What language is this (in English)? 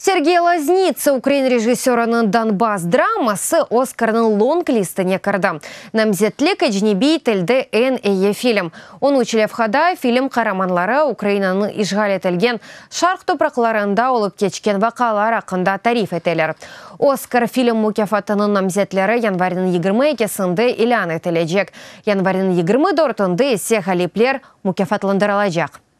Crimean Tatar